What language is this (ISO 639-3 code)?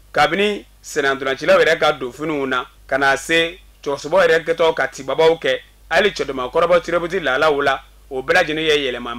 bam